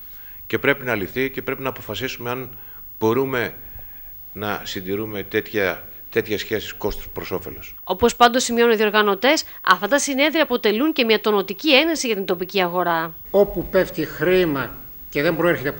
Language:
Greek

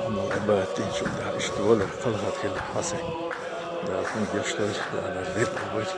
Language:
Chechen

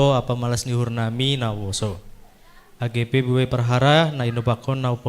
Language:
Batak Simalungun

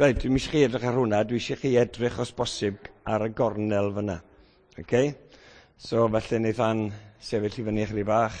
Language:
Welsh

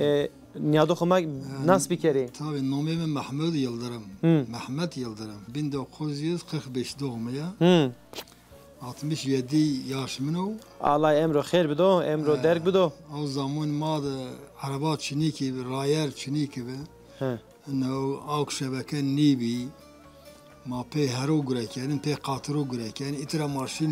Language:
Zaza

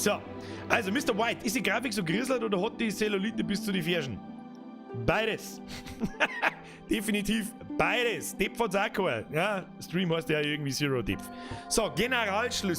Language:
Bavarian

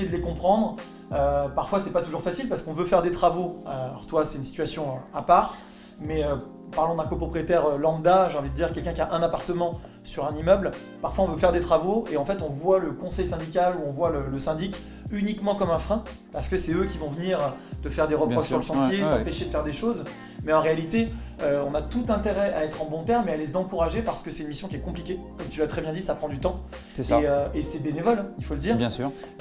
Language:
French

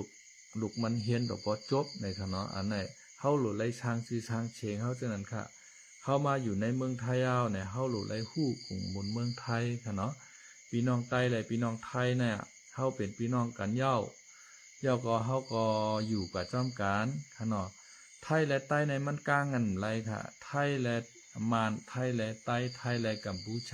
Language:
Shan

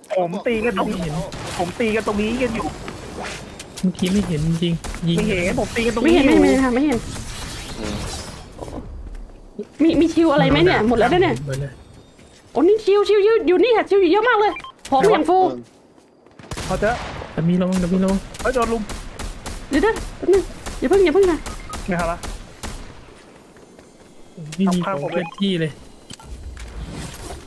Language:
Thai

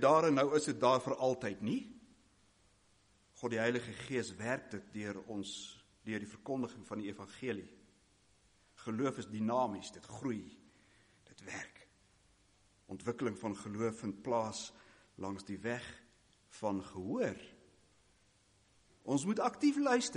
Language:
Afrikaans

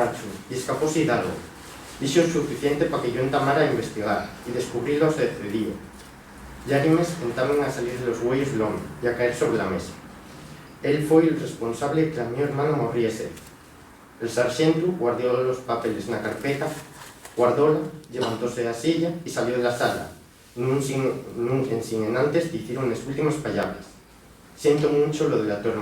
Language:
Asturian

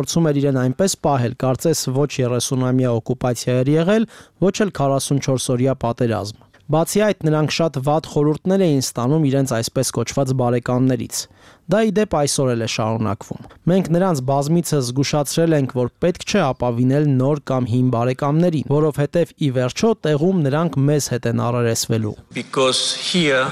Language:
Armenian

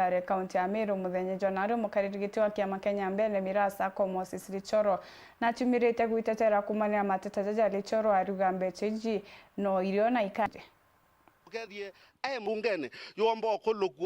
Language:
Meru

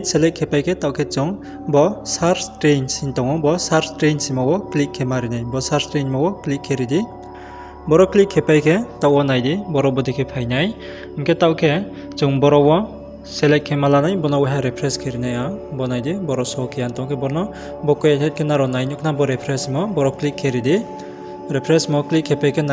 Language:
Riang (India)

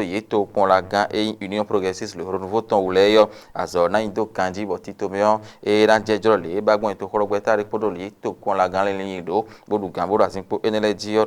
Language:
Fon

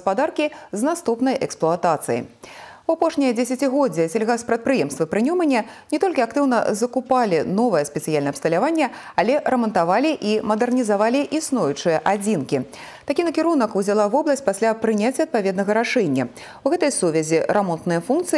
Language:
Belarusian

